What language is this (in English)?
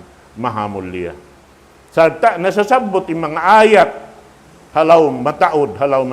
Tausug